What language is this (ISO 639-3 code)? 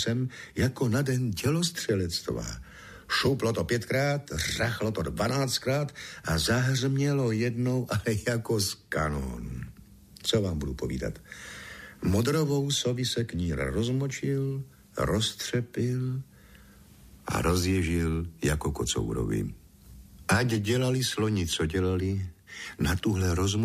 ces